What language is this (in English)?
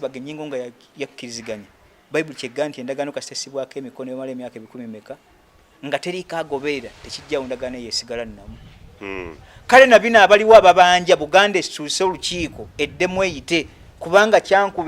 Ganda